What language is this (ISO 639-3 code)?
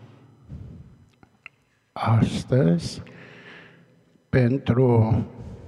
ron